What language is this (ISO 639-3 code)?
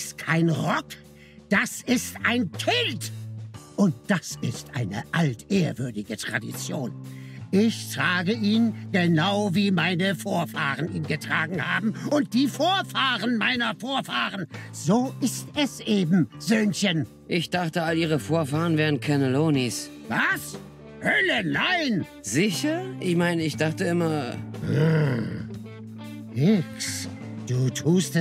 deu